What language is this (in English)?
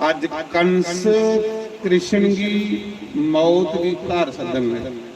Dogri